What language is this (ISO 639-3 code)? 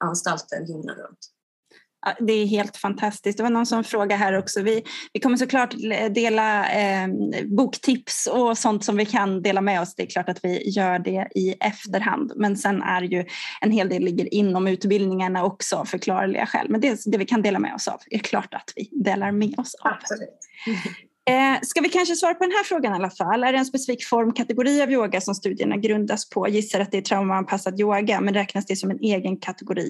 swe